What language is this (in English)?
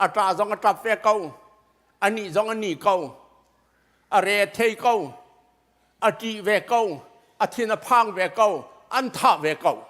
Hakha Chin